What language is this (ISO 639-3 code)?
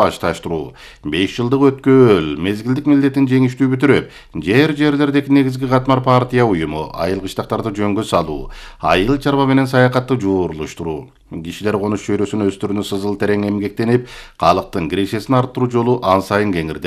kir